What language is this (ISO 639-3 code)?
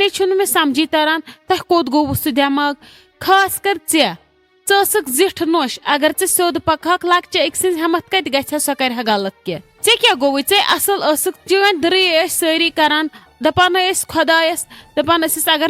kas